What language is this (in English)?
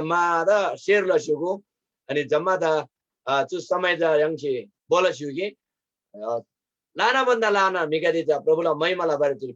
Eastern Tamang